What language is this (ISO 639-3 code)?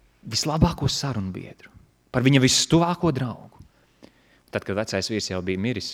lav